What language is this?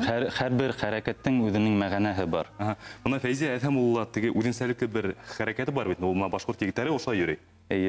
Bashkir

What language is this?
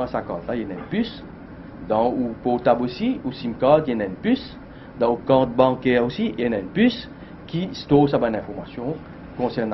Morisyen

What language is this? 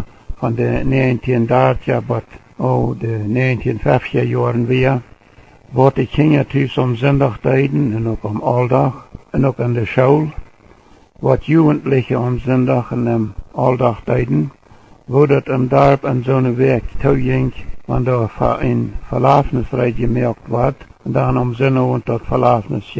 Plautdietsch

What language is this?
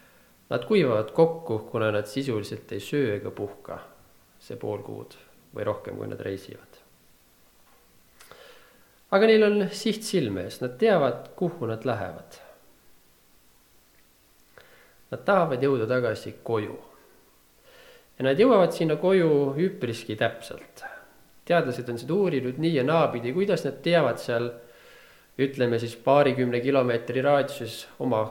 Estonian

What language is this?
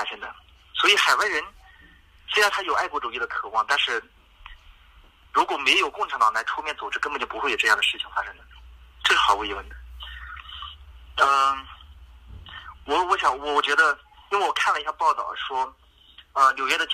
Chinese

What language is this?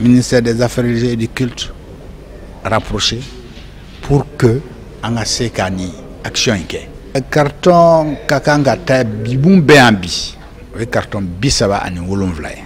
Bambara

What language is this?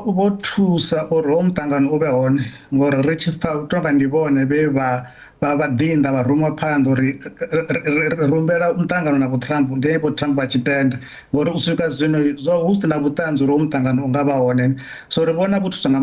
Venda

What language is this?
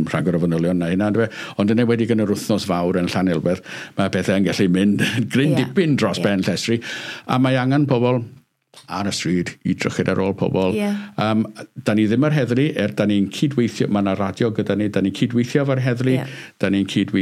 Welsh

